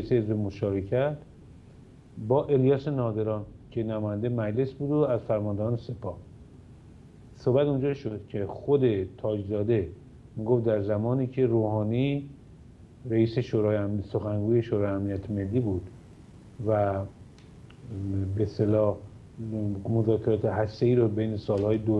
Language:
Persian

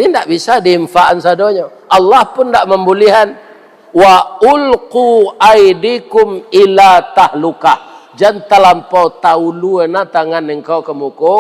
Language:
Minangkabau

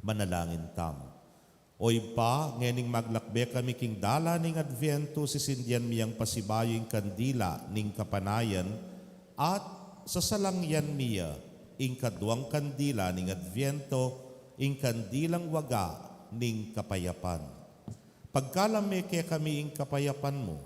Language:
Pampanga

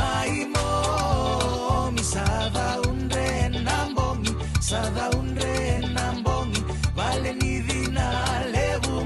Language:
Fijian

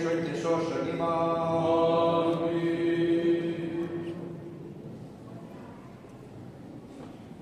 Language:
Greek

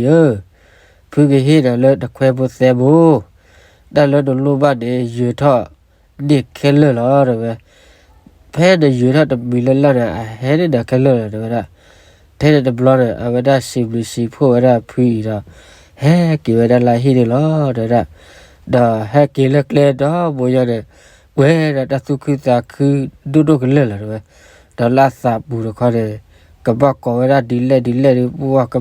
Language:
S'gaw Karen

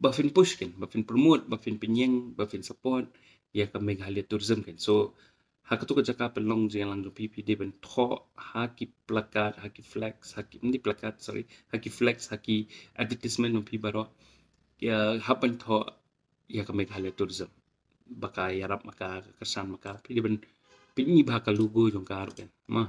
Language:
Khasi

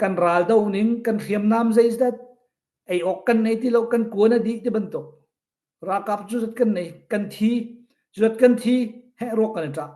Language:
Hakha Chin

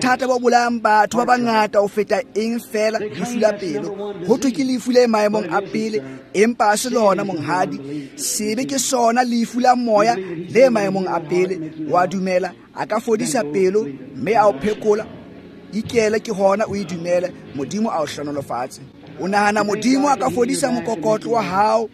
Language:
Tswana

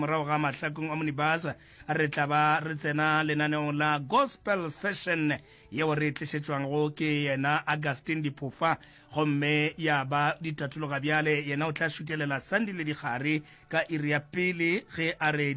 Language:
Northern Sotho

